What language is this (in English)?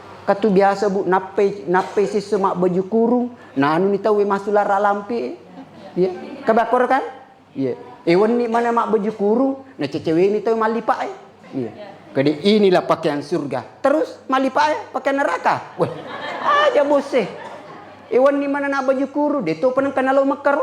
Buginese